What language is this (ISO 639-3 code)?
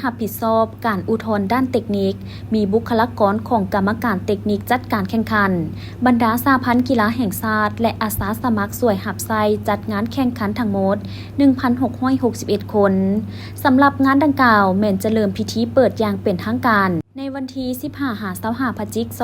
lao